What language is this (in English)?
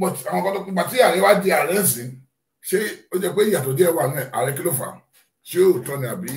Yoruba